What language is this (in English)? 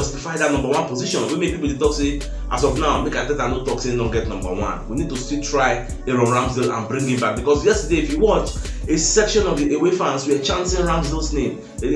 Nigerian Pidgin